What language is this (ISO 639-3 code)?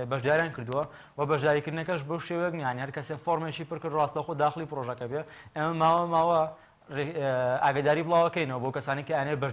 ckb